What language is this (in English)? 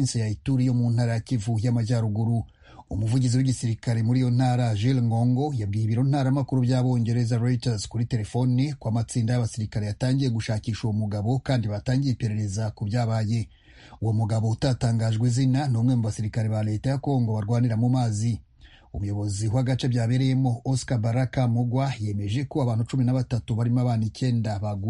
Kinyarwanda